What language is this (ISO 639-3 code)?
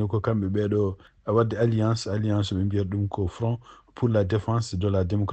ful